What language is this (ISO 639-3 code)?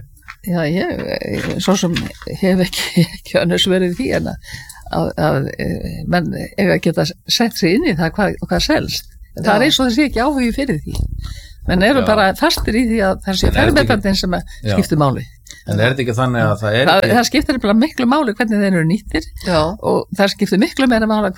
isl